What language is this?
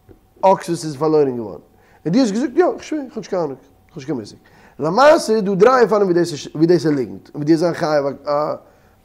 Yiddish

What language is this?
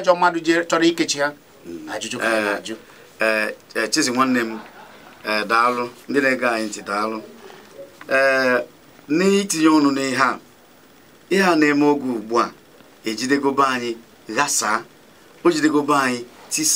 Igbo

